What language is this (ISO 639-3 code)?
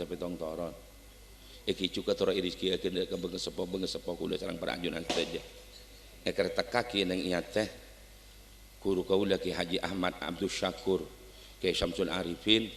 mad